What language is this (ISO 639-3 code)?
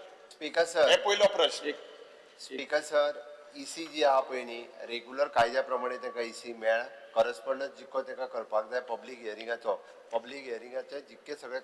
kok